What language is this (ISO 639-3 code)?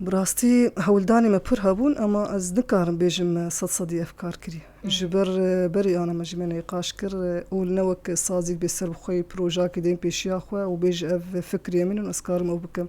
kur